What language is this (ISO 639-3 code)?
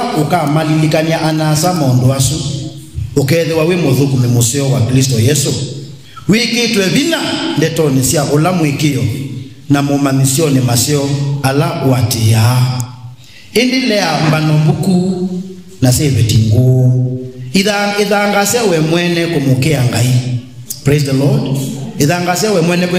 kam